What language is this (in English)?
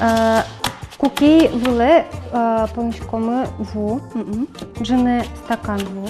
Udmurt